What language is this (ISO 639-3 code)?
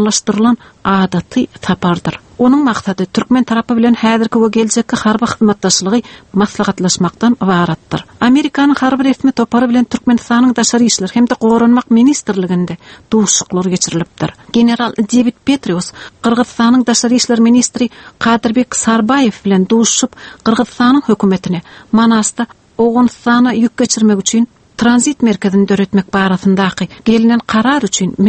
tuk